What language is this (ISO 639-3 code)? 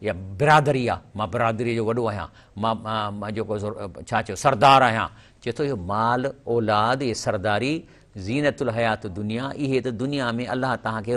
snd